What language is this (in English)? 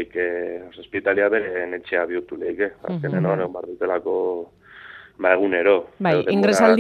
Basque